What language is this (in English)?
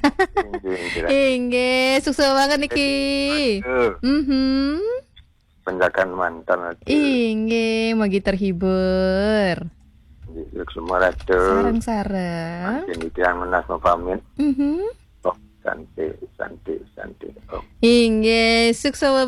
Balinese